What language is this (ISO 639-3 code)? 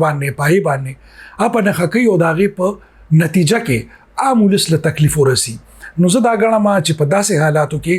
pus